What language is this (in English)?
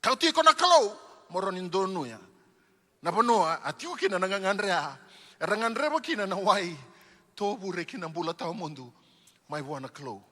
Fijian